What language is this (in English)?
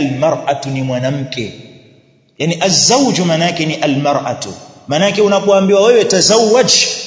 Swahili